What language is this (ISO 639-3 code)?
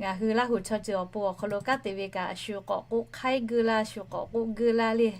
lhu